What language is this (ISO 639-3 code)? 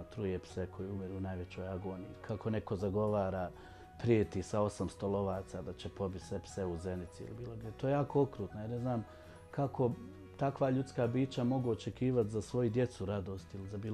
bos